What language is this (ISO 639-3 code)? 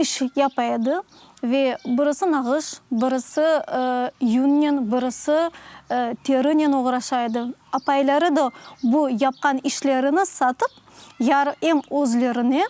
crh